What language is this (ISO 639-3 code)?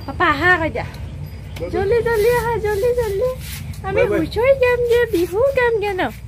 asm